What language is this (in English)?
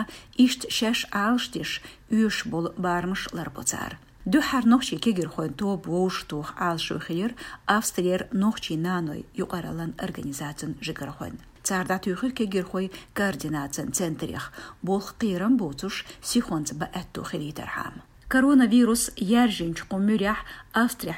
Chechen